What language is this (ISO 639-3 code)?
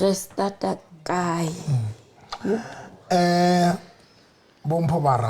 sot